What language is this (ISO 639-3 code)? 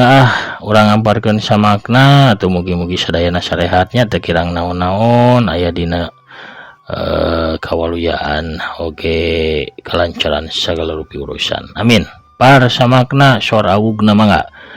sun